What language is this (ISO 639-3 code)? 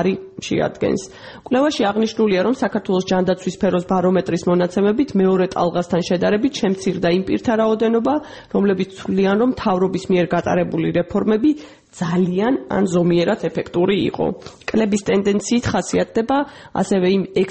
kat